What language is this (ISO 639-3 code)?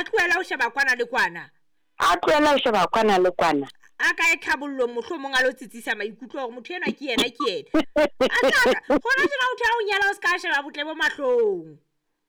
sot